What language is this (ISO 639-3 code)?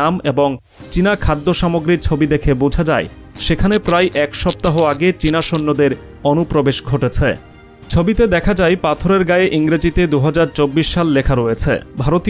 ben